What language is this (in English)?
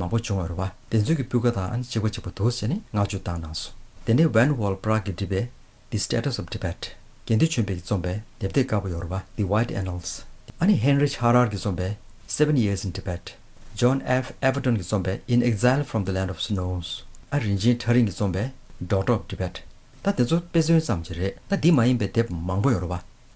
Tibetan